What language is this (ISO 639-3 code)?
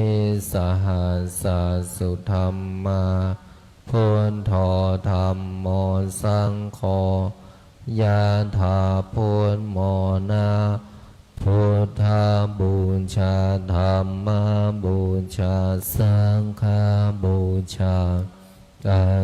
pli